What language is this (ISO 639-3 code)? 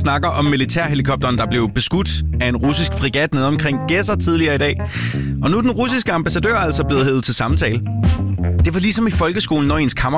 dan